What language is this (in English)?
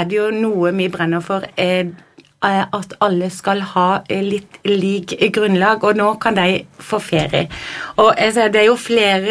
Norwegian